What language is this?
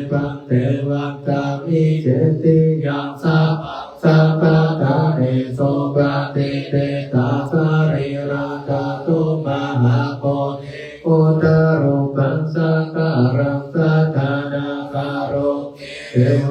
Pali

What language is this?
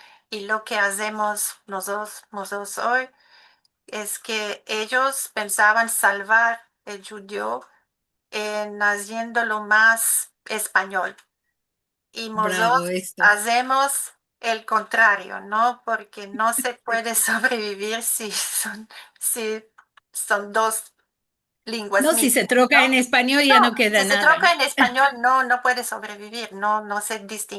Ladino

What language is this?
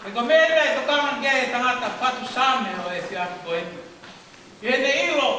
Tongan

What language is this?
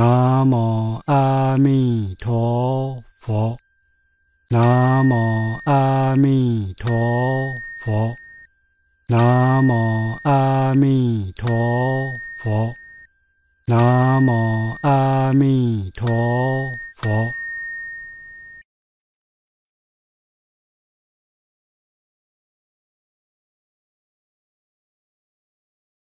Chinese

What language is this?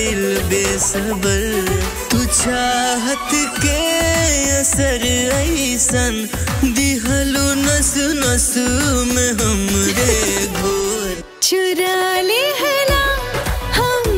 Bhojpuri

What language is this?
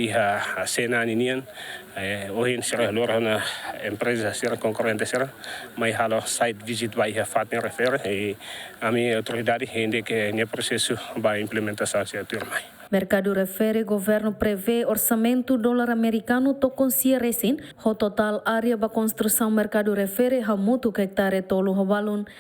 Tetum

